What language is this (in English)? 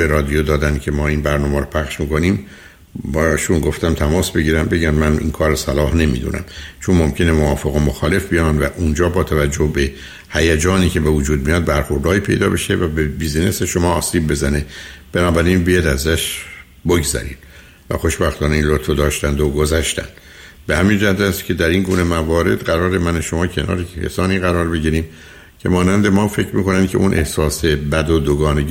Persian